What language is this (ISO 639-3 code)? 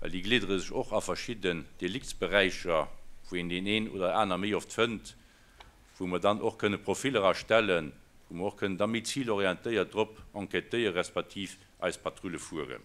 ltz